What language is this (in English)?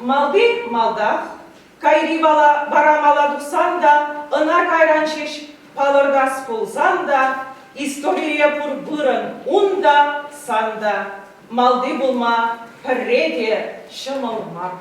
Chuvash